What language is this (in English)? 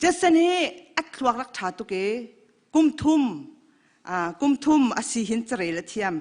Hakha Chin